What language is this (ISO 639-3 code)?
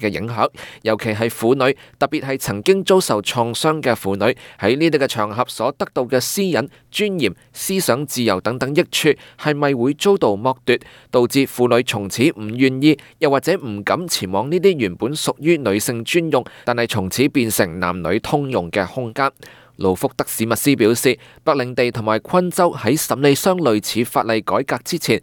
yue